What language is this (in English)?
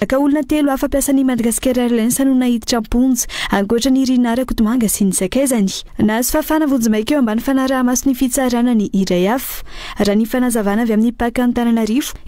Malagasy